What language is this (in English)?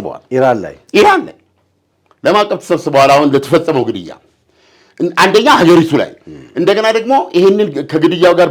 Amharic